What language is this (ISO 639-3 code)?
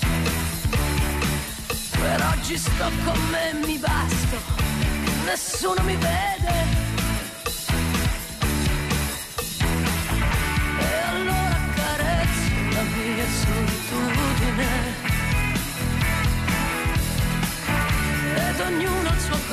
ita